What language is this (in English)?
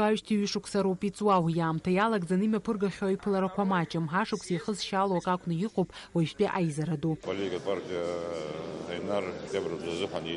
Abkhazian